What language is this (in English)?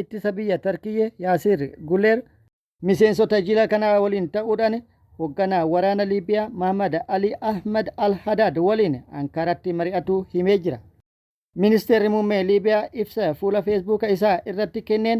Oromo